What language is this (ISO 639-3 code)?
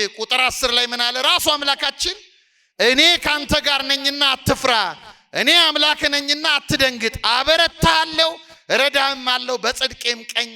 amh